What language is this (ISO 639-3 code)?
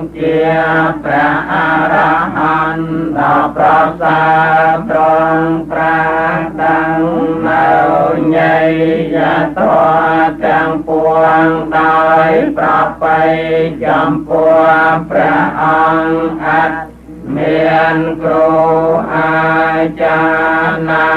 khm